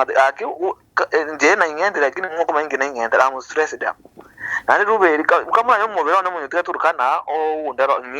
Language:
Gusii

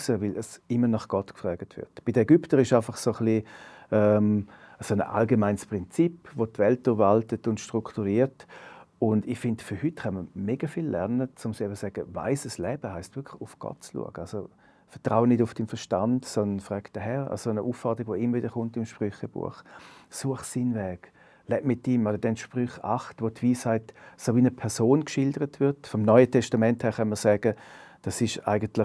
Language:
Swiss German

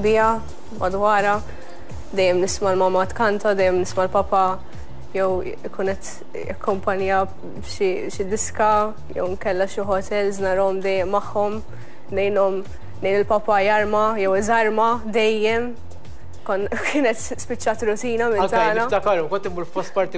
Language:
Maltese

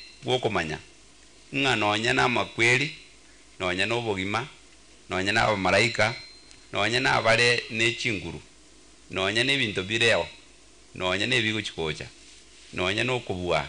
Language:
Gusii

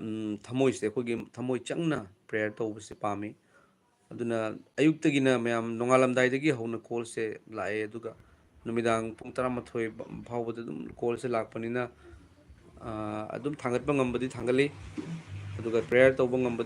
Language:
Manipuri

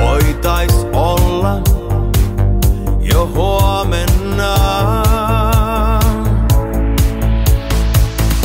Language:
Finnish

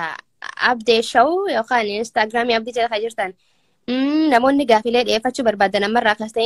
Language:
Oromo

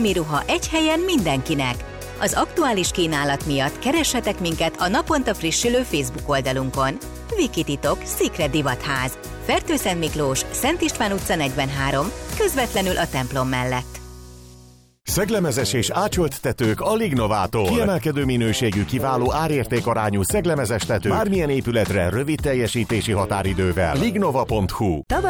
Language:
Hungarian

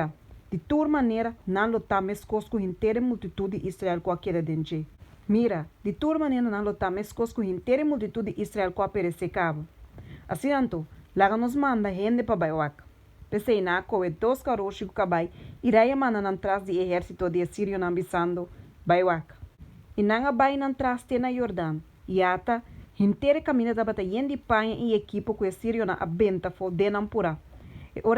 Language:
Papiamento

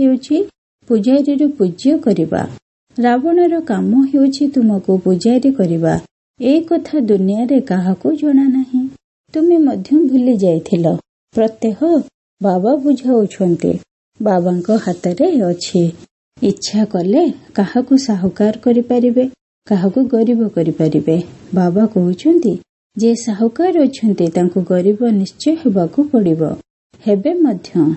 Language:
Odia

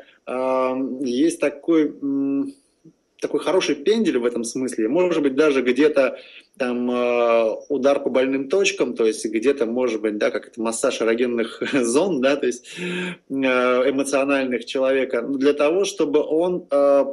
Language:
Russian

